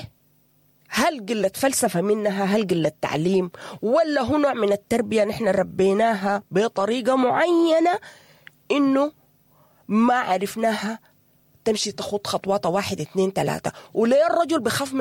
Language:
Sudanese Arabic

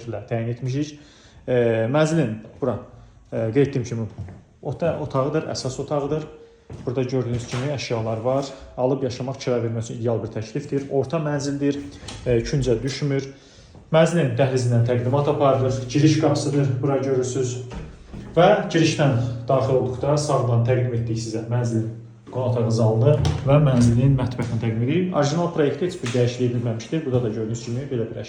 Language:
Azerbaijani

